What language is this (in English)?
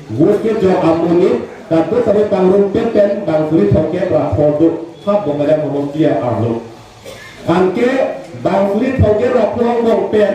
Karbi